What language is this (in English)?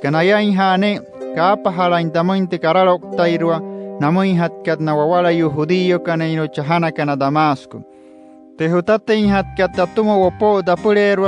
Wayuu